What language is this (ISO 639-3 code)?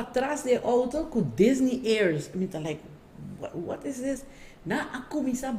pap